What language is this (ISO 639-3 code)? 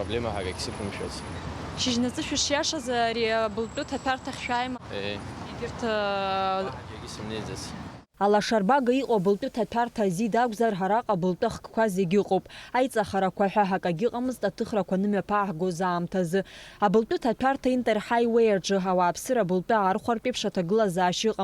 abk